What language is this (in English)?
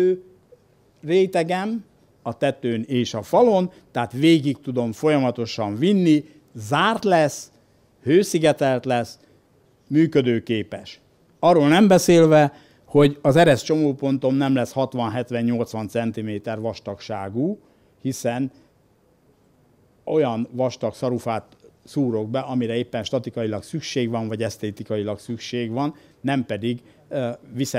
Hungarian